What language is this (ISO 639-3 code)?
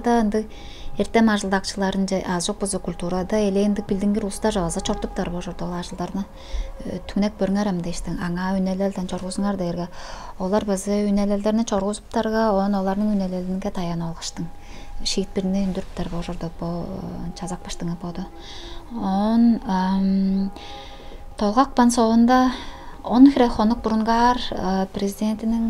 tyv